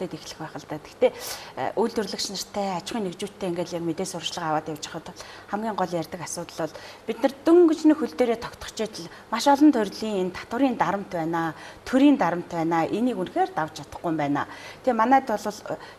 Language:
Mongolian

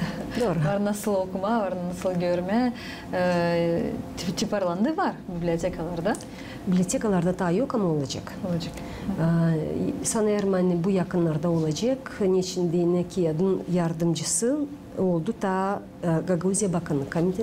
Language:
Gagauz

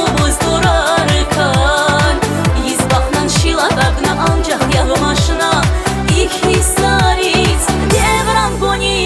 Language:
Tabassaran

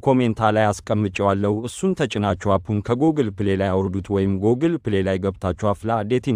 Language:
Amharic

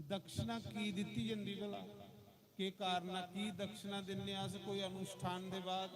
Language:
Dogri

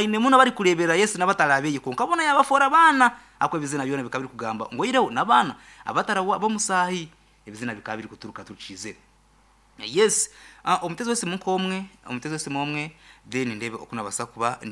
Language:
Nyankole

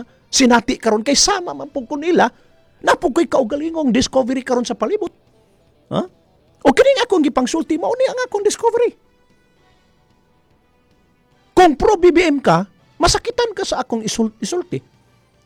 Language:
Cebuano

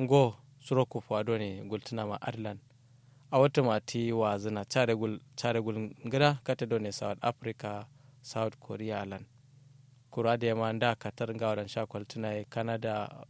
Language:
Kanuri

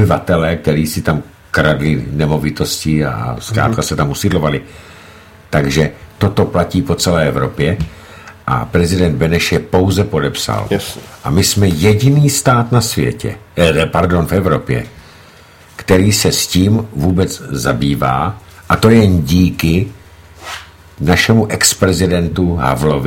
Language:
Czech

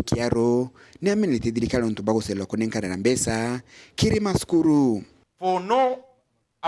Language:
Meru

